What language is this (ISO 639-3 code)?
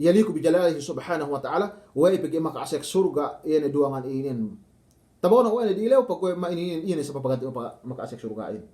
yka